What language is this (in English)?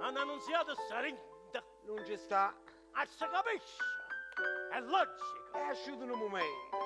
Neapolitan